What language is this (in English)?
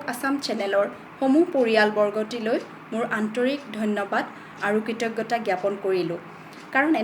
Assamese